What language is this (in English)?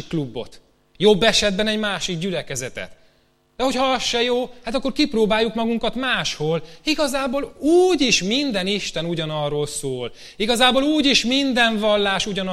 Hungarian